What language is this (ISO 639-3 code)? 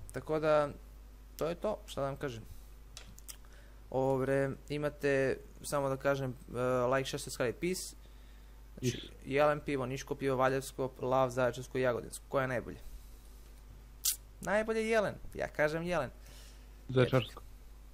srp